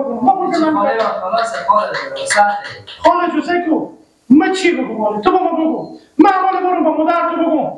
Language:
Persian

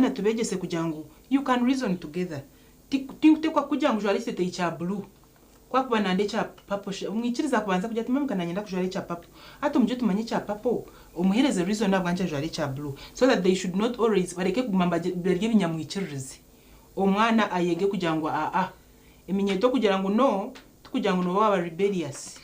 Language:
Nyankole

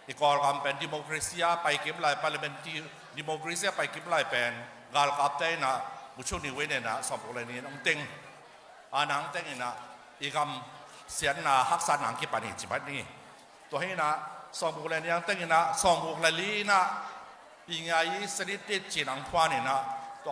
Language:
Tedim Chin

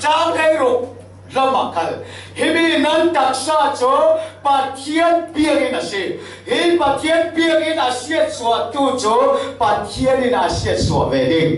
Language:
Falam Chin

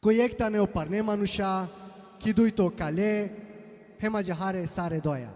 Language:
Balkan Romani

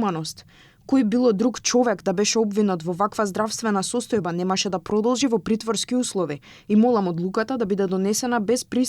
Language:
Macedonian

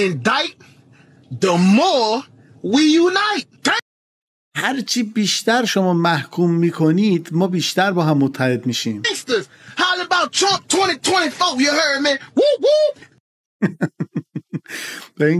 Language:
Persian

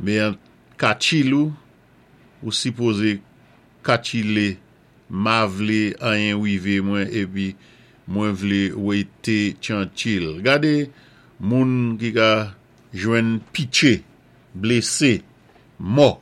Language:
Saint Lucian Creole French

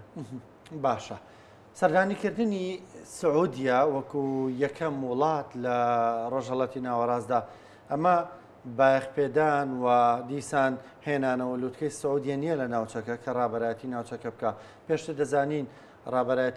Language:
Central Kurdish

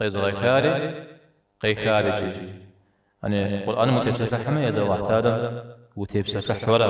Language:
Kabardian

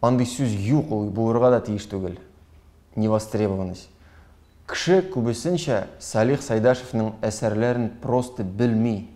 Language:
Tatar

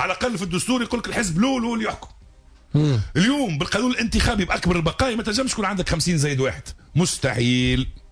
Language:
Tunisian Arabic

